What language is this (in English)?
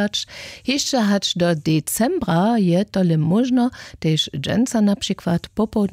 Upper Sorbian